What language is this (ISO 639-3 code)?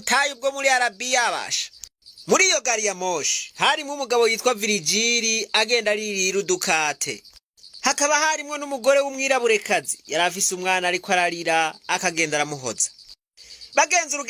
run